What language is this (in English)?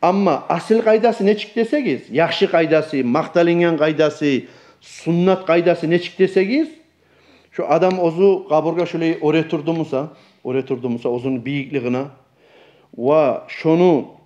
Kumyk